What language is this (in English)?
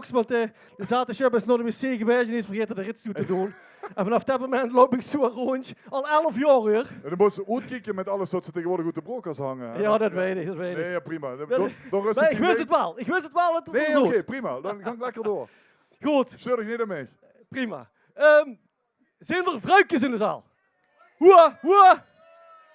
Limburgish